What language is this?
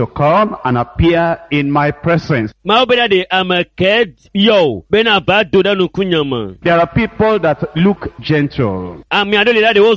Ewe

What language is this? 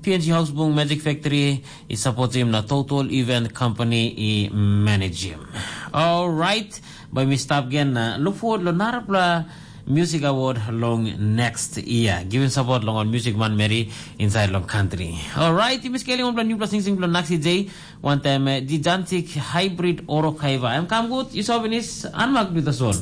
Tok Pisin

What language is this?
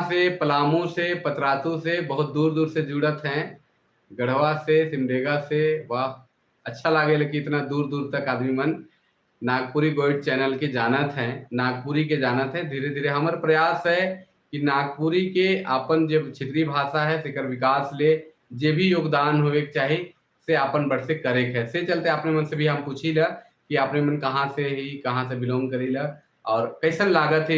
Sadri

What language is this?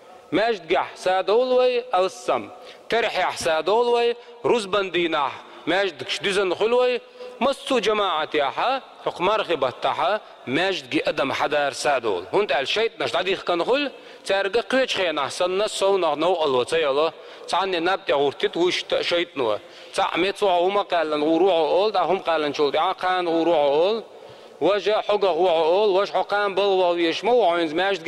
Chechen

